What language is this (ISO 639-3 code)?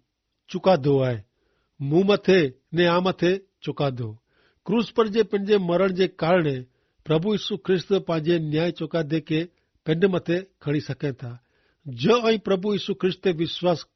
kfr